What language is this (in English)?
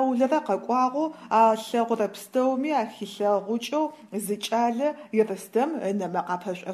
Adyghe